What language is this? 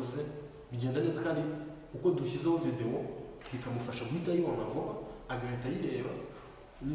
Kinyarwanda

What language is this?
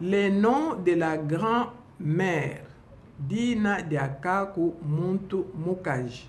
Luba-Lulua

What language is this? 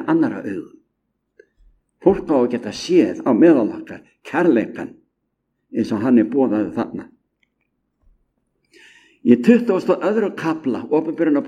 Icelandic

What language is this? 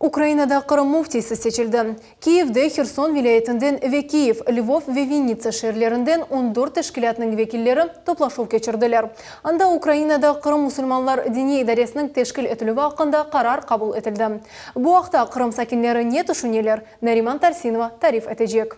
Crimean Tatar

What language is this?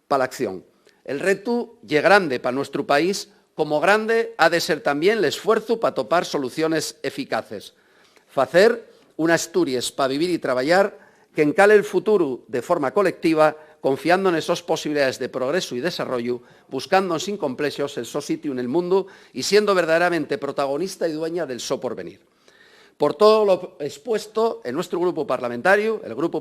Asturian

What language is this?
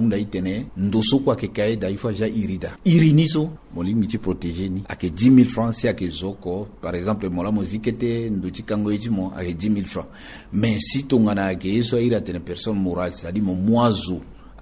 Sango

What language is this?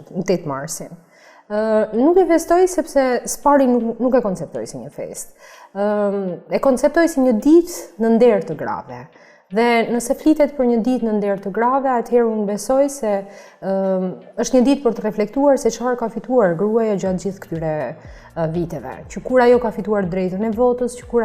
Albanian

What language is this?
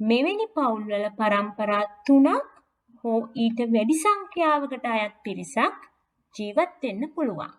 Sinhala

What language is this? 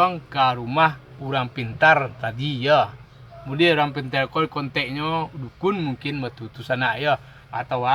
Minangkabau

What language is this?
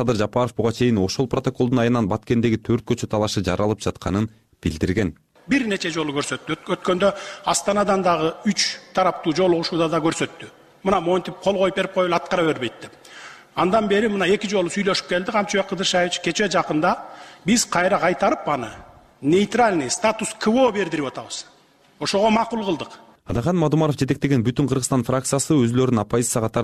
Kyrgyz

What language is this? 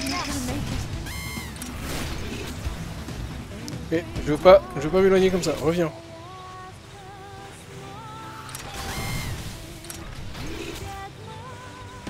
French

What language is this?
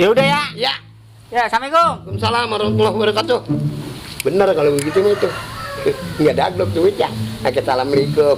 Betawi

